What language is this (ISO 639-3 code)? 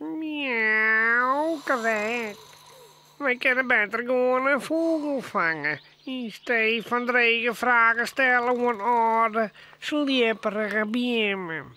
fry